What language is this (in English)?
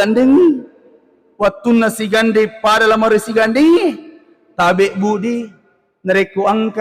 Buginese